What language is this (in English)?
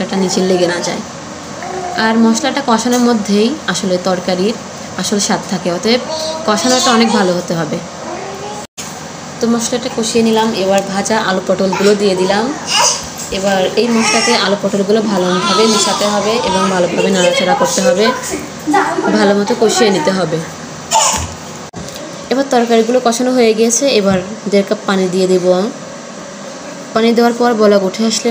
Bangla